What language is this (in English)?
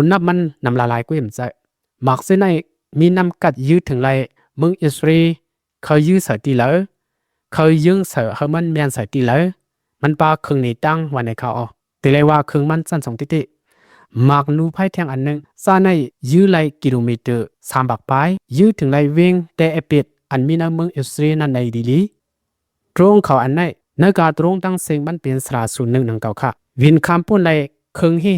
Lao